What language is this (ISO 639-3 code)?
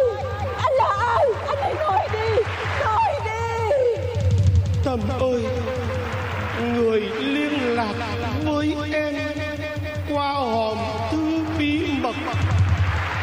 vie